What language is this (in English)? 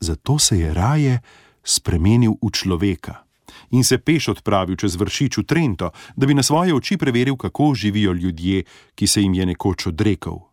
Slovenian